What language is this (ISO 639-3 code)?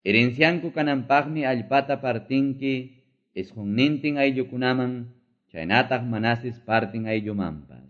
que